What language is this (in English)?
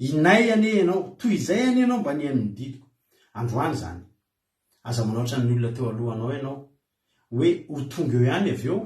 Malagasy